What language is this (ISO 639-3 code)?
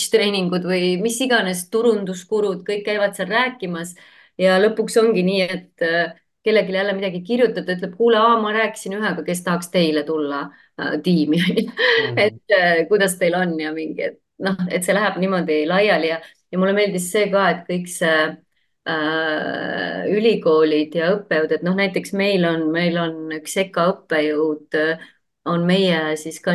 est